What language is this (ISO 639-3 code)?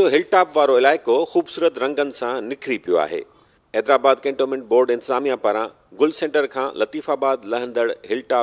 snd